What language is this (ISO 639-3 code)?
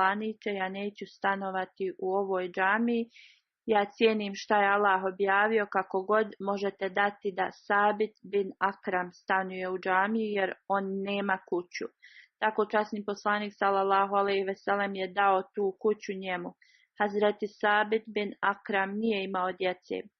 bos